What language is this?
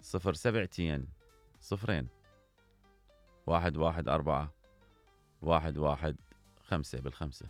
Mesopotamian Arabic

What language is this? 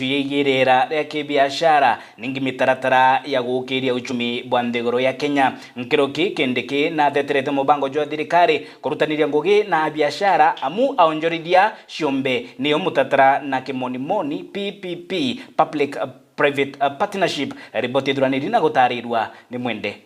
Meru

